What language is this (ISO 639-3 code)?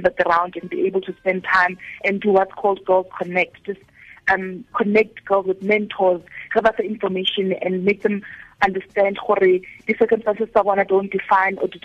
tsn